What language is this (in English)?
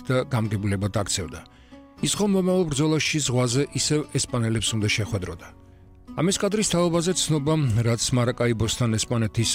Georgian